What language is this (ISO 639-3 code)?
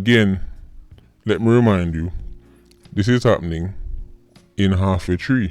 jam